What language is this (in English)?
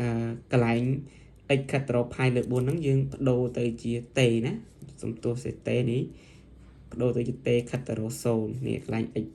Khmer